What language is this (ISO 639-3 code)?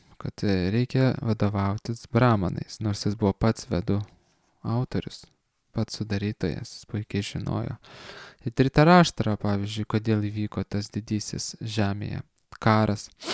lit